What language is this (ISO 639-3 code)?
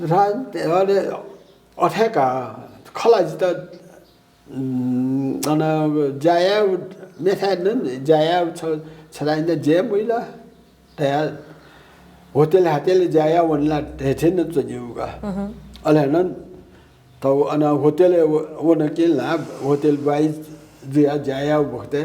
new